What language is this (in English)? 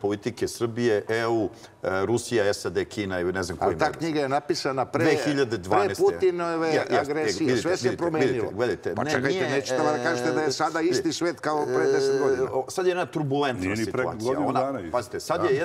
Serbian